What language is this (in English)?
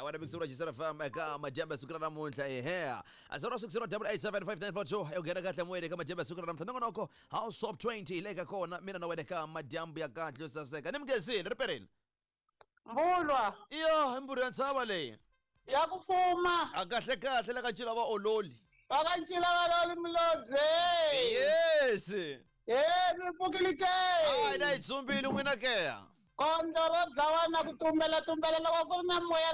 Tsonga